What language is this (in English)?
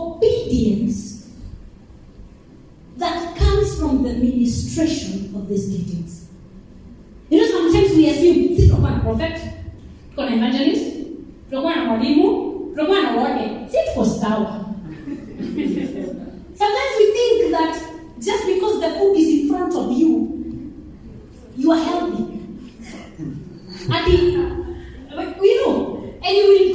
Swahili